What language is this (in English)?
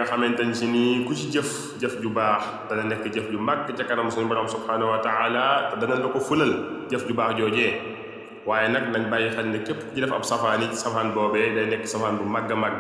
Wolof